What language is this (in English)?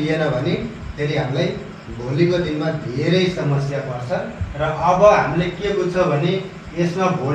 Nepali